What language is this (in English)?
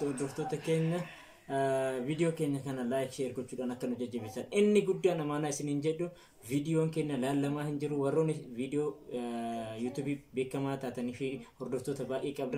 Oromo